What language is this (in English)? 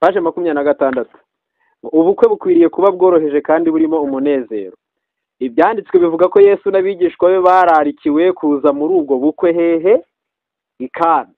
Kinyarwanda